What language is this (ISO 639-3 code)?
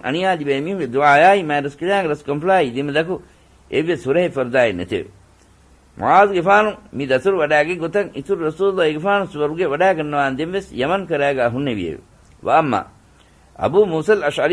div